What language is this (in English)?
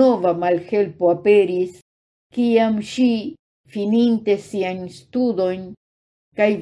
Esperanto